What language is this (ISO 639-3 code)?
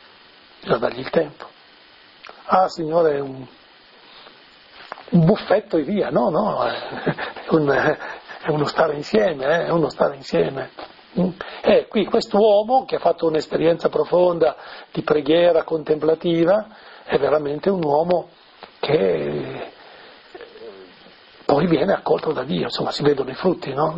ita